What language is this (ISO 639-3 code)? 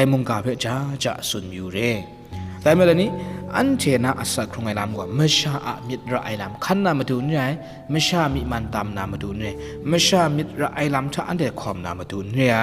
kac